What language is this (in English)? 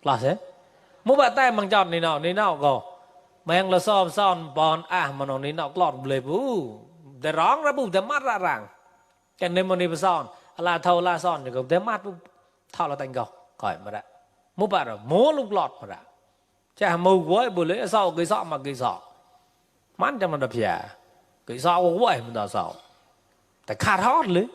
Mon